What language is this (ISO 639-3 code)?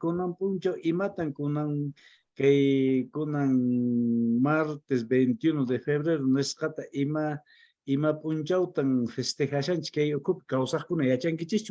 que